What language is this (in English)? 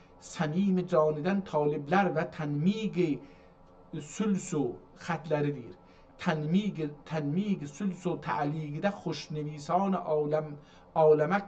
South Azerbaijani